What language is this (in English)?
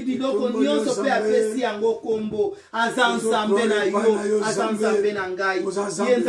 Lingala